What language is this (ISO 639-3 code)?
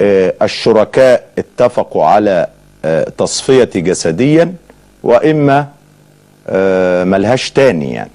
arz